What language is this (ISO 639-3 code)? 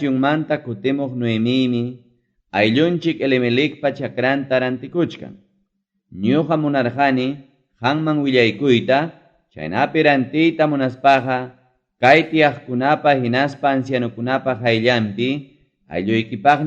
quy